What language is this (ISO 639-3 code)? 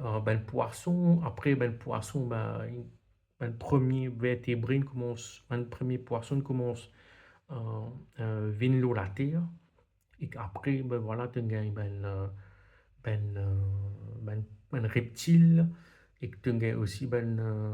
mfe